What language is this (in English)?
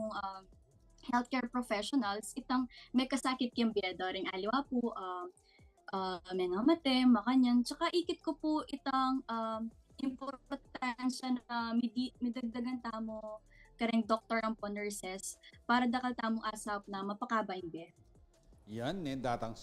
Pampanga